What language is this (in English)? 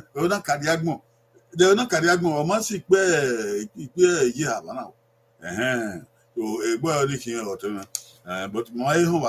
Bini